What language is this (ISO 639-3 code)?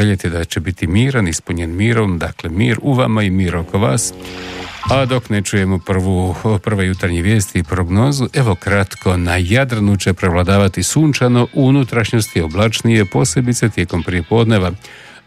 hrv